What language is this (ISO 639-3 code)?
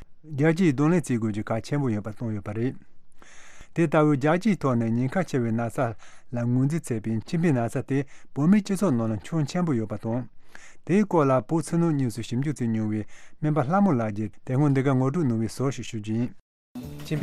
bod